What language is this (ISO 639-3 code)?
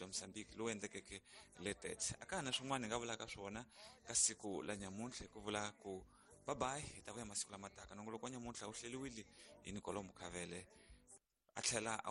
tso